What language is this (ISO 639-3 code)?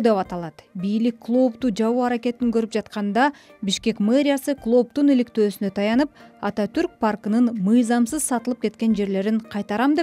kir